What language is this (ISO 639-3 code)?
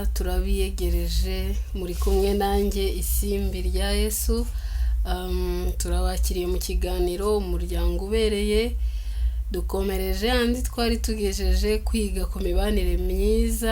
kin